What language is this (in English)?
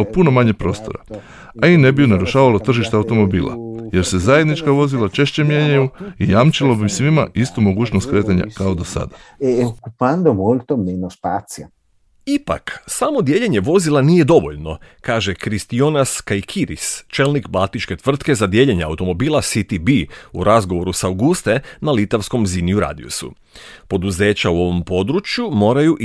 Croatian